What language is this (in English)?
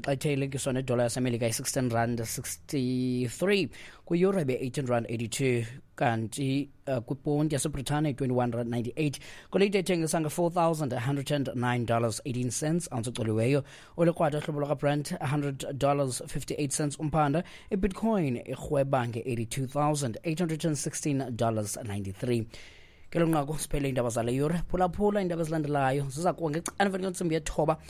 Xhosa